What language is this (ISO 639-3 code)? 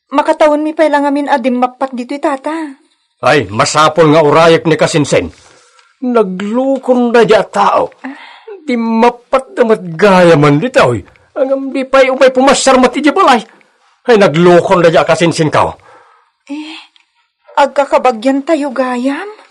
ilo